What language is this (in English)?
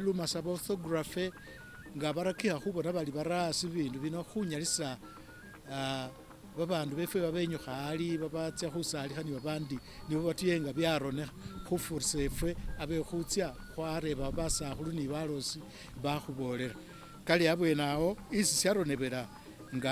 Masaaba